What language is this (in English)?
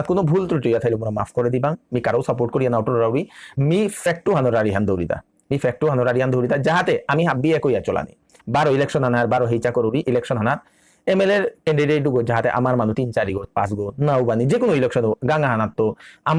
Bishnupriya